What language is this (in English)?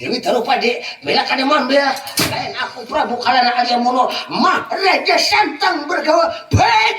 Banjar